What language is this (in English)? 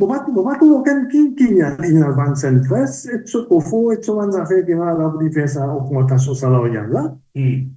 Morisyen